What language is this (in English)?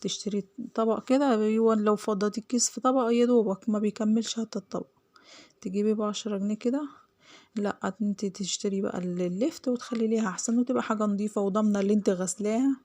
Egyptian Arabic